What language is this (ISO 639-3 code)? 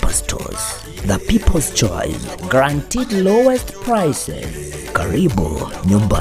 guz